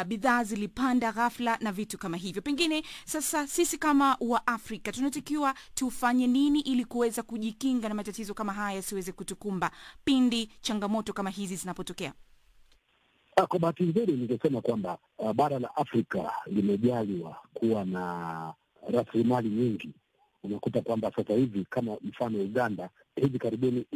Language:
Swahili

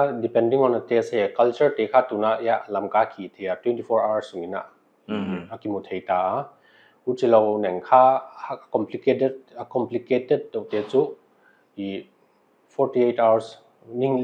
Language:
Paite Chin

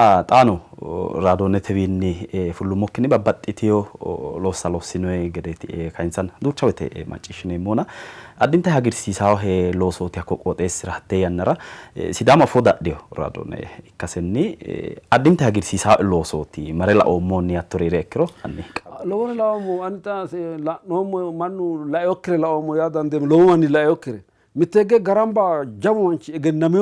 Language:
Sidamo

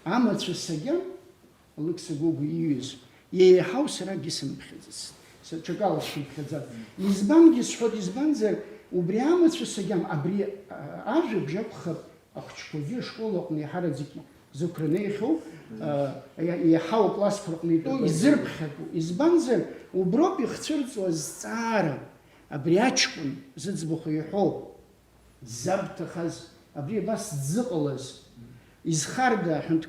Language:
Abkhazian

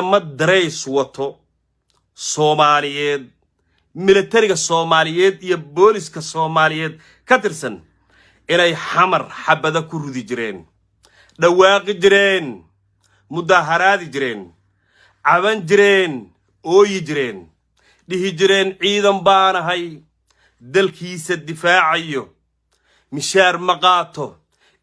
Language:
Somali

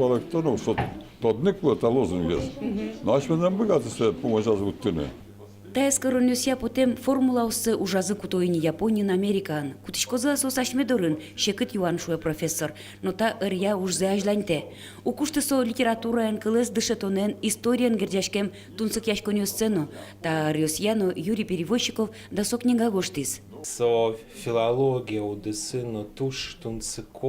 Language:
Udmurt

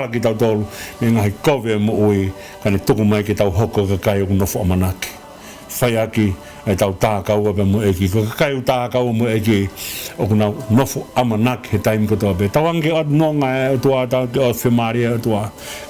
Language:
Tongan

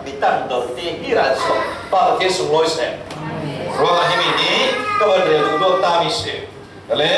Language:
Falam Chin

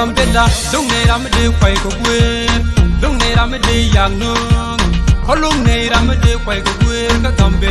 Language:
Nuer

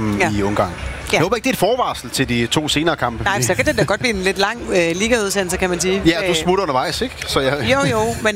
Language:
Danish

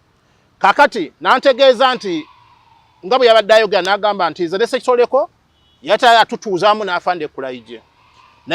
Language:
Ganda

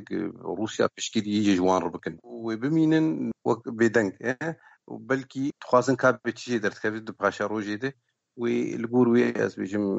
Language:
Kurdish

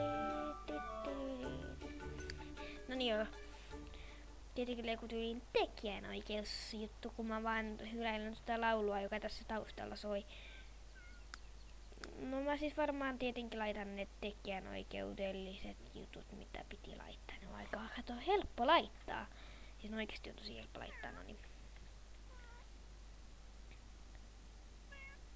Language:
Finnish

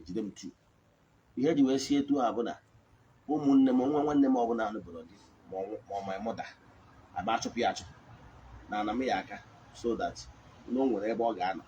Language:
Igbo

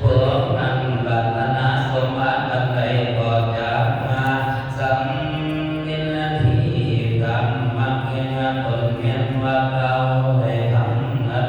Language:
Northeastern Thai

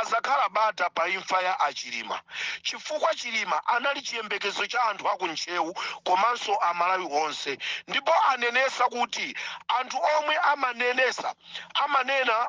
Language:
Nyanja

